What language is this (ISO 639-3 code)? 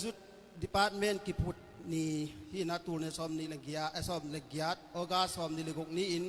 ctd